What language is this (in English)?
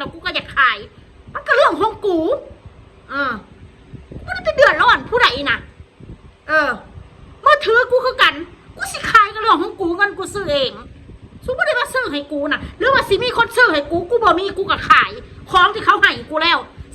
Northeastern Thai